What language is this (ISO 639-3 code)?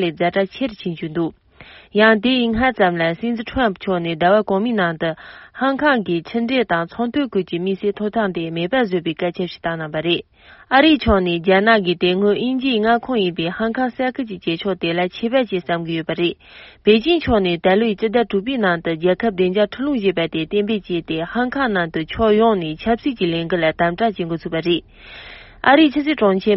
bod